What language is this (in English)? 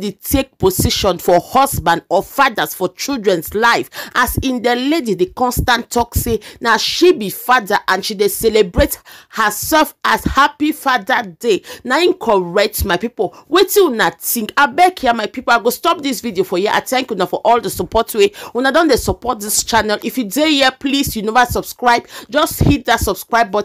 Nigerian Pidgin